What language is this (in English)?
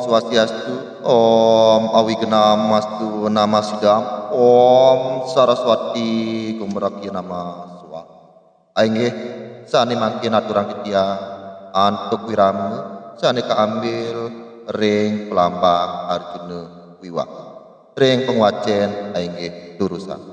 Balinese